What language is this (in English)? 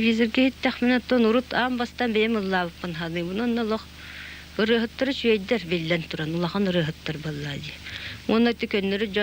Yakut